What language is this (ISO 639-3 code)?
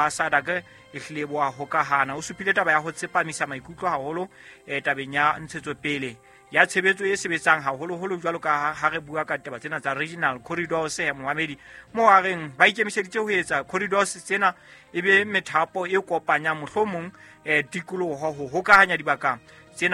sot